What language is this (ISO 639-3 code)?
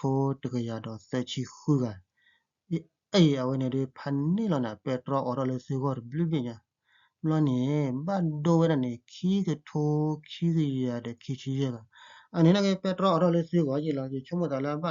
ksw